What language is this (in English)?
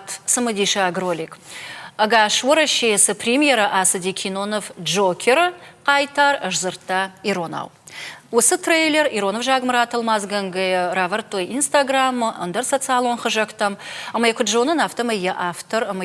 Ossetic